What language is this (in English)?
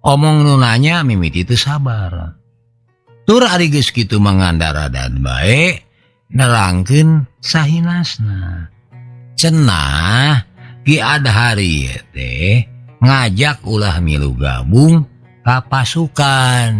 Sundanese